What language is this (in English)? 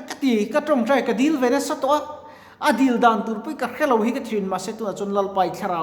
Mizo